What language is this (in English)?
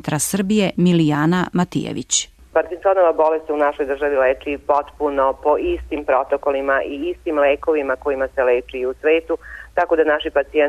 Serbian